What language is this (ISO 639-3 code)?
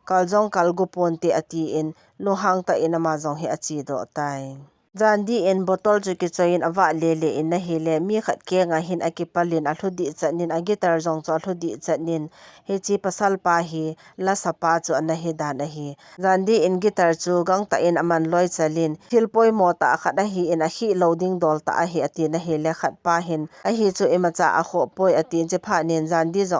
tcz